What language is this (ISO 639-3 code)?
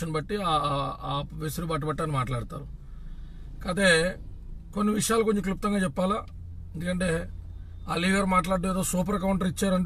tel